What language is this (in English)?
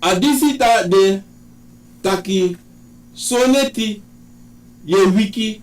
Sranan Tongo